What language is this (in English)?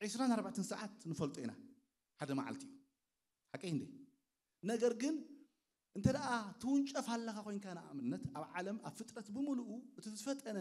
Tigrinya